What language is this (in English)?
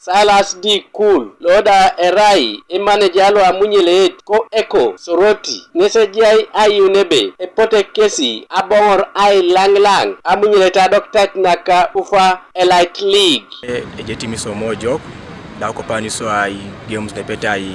Teso